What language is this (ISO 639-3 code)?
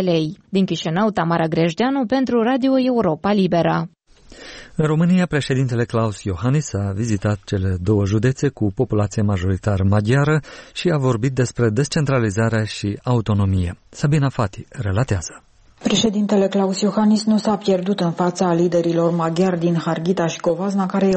ron